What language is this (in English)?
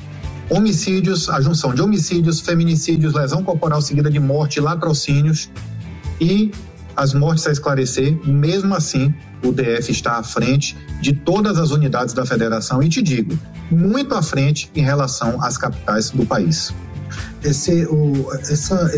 Portuguese